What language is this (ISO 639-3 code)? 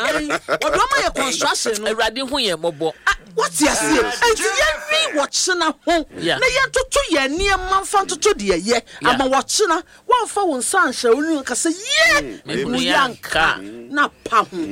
aka